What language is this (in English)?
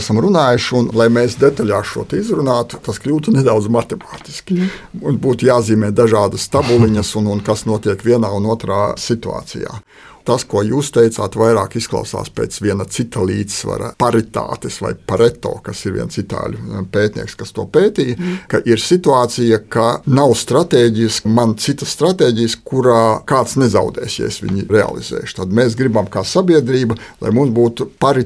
Latvian